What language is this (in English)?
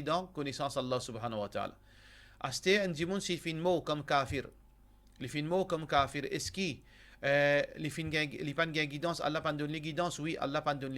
Morisyen